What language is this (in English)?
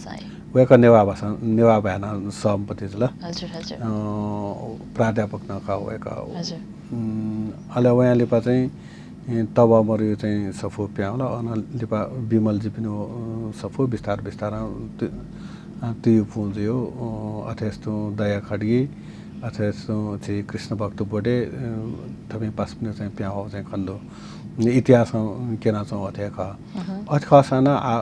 Newari